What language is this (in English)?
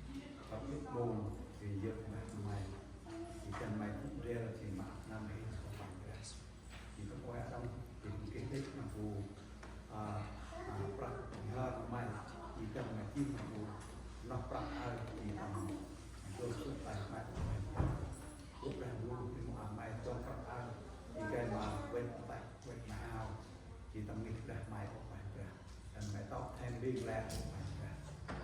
Central Mnong